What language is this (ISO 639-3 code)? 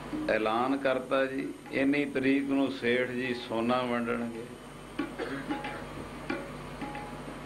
pan